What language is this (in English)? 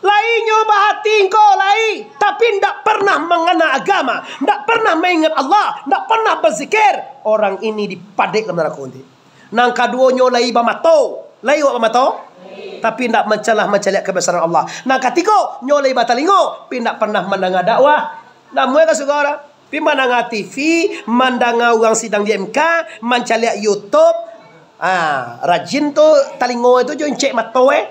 Minangkabau